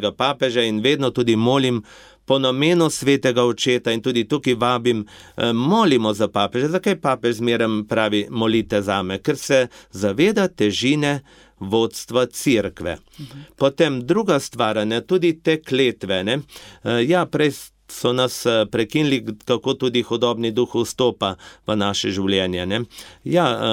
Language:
Slovenian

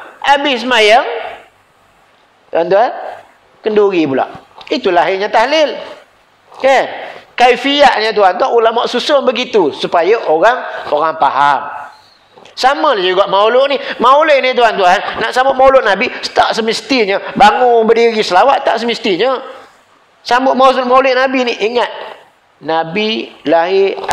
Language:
Malay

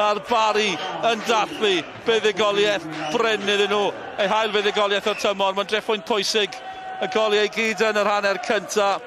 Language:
Welsh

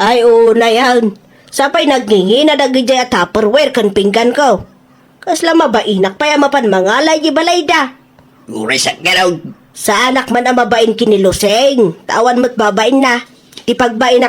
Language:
Iloko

